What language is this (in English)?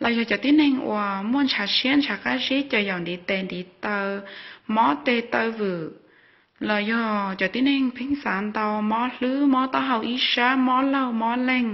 Hmong